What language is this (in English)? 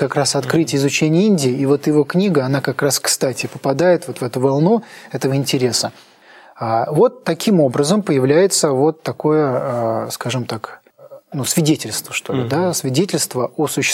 Russian